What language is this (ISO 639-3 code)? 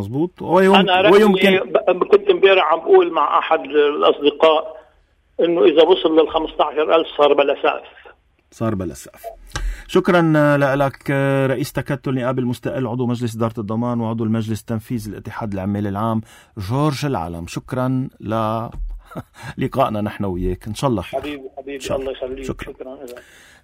apc